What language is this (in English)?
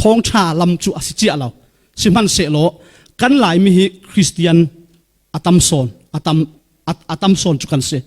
Falam Chin